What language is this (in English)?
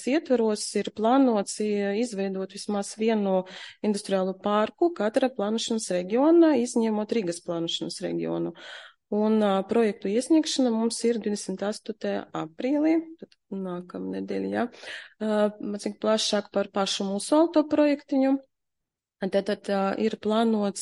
Latvian